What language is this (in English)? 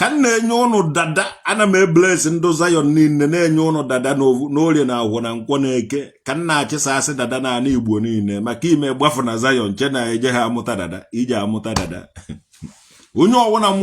Igbo